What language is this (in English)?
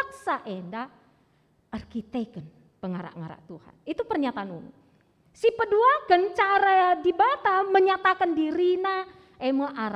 Batak Karo